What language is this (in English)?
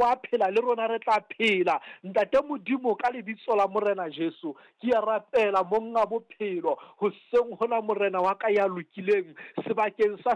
Southern Sotho